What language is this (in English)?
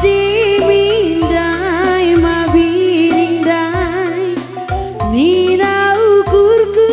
Batak Karo